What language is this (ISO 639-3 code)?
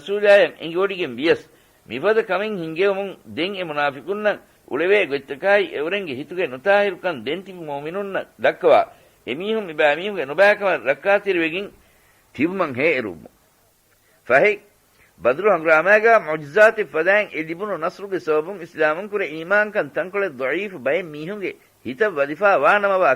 div